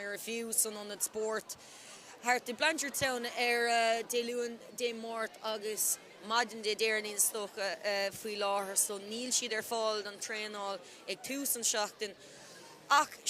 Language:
Irish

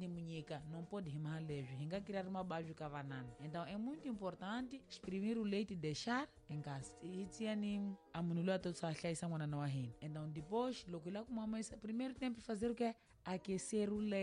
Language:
Tsonga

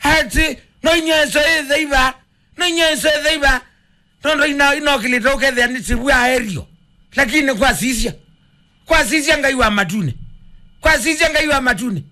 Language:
Kamba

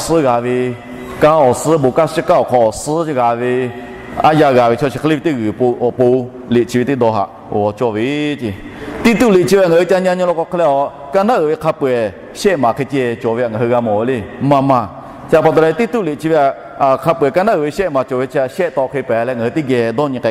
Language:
Lahu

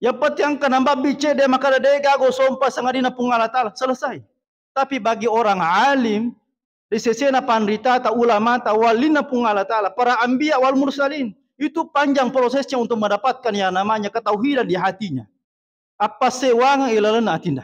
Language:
Buginese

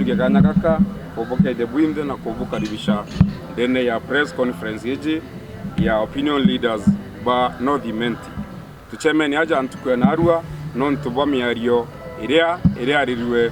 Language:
Meru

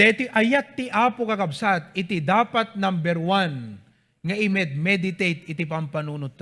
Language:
Iloko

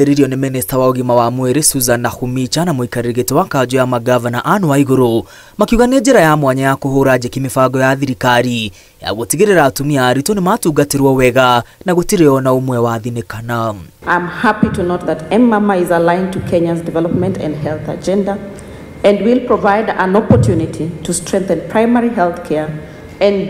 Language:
Kikuyu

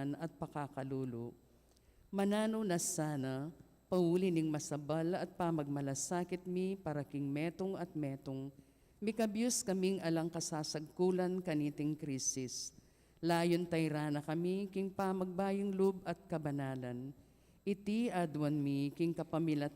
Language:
Pampanga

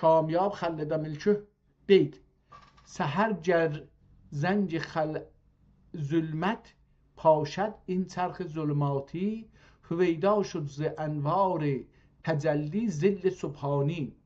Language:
South Azerbaijani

